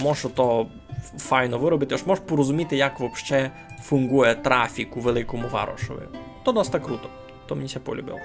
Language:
Rusyn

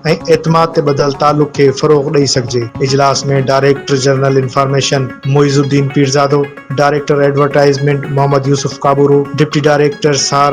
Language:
Sindhi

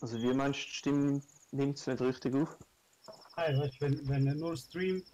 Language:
Swiss German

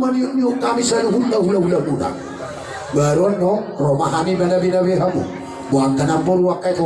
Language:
Batak Toba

